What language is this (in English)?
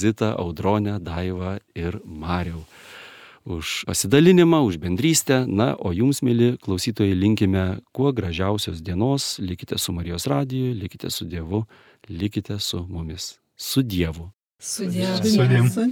Lithuanian